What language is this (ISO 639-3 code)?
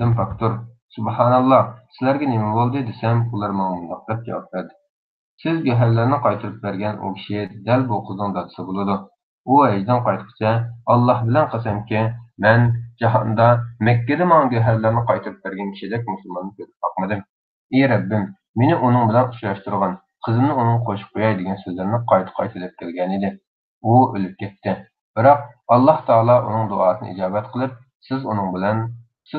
uig